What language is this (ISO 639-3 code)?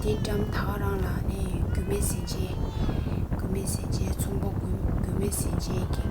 bod